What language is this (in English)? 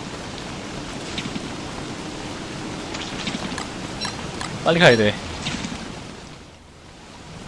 Korean